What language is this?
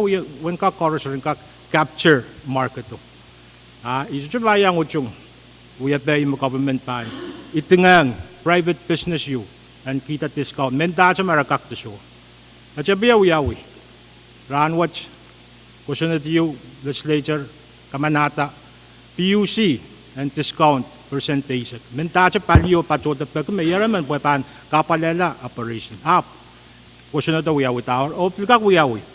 Pohnpeian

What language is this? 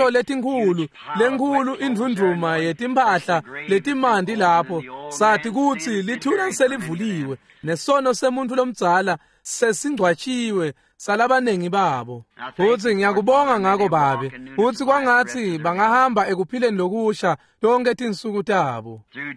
Swati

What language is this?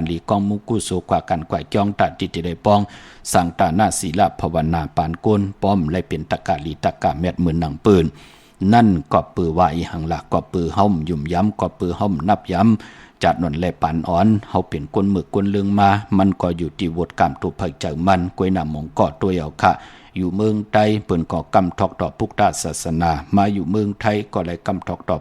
Shan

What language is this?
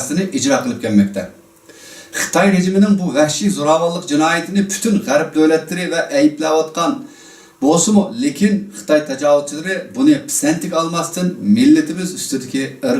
Uyghur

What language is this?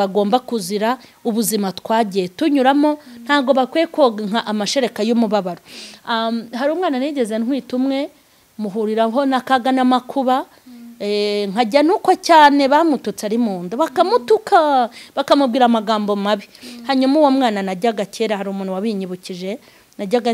Kinyarwanda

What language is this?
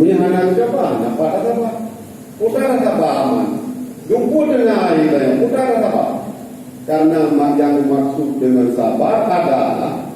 Achinese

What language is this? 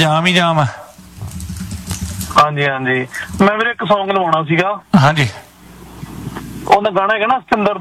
Punjabi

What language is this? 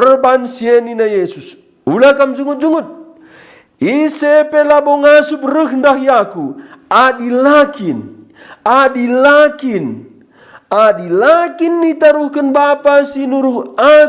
Batak Karo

